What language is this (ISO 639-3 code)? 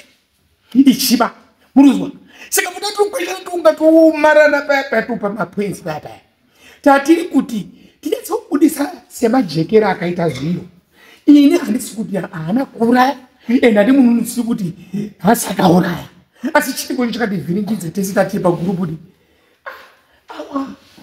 sna